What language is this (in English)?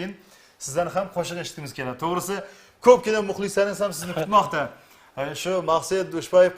Kara-Kalpak